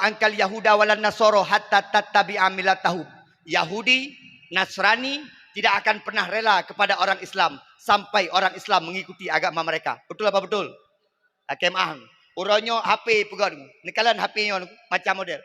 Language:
Achinese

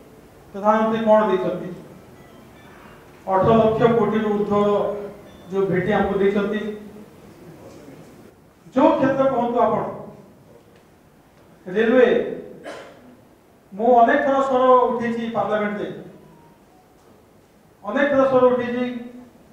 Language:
Odia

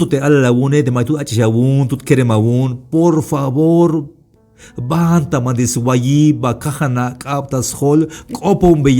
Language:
Tzeltal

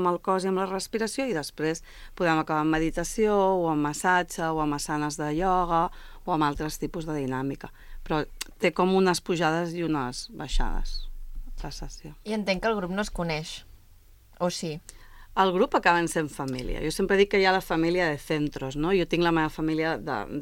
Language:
Catalan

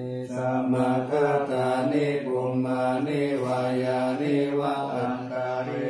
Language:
Pali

